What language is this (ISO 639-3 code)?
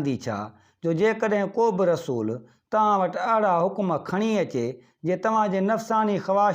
snd